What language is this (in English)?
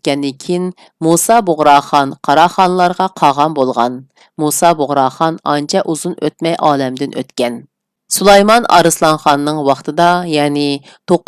Uyghur